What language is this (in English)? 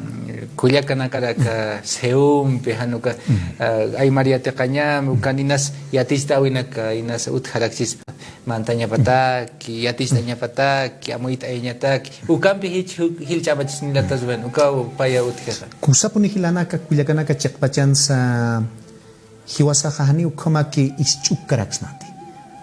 Aymara